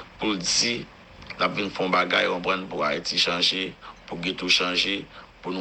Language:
Haitian Creole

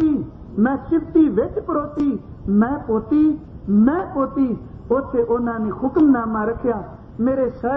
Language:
Punjabi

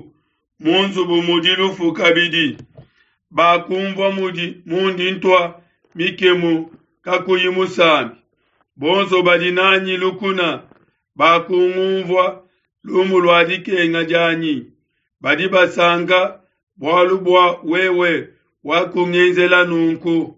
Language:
Luba-Lulua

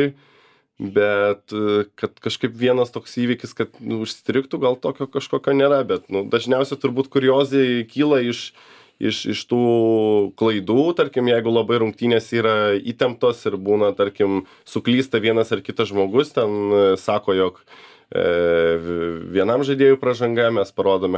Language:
Lithuanian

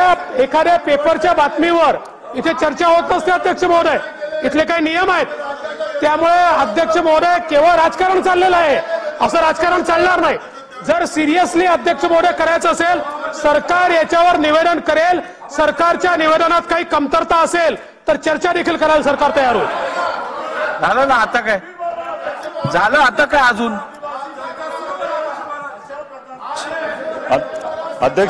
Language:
Marathi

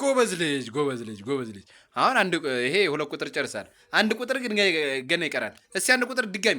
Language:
Amharic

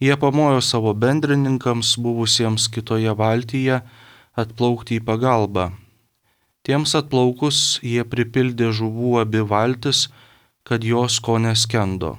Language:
Lithuanian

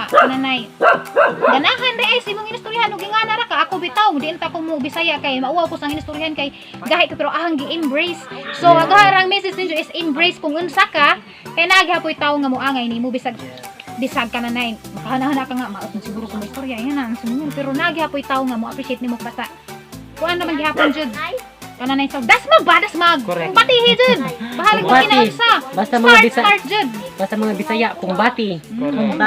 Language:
Cebuano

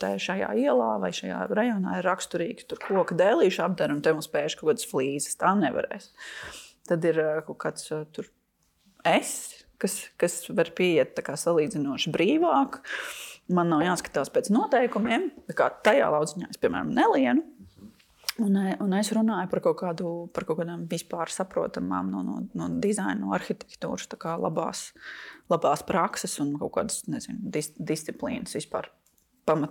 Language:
Latvian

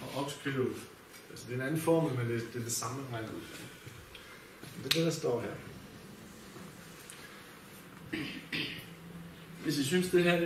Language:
Danish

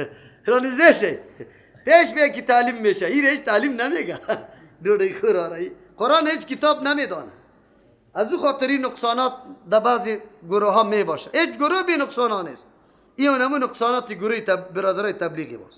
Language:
Persian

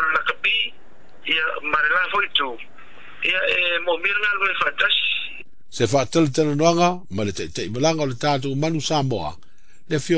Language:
Samoan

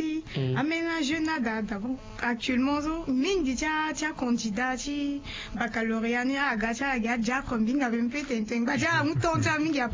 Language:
Sango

